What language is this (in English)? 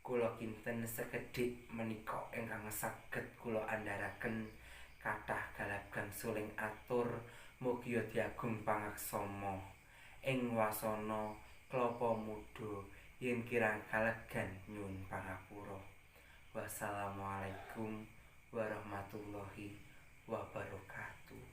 Javanese